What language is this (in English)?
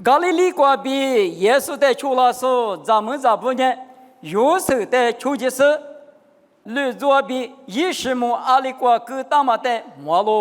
Lisu